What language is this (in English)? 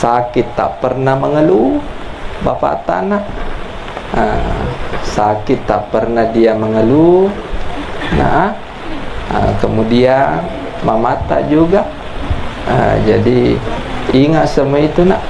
Buginese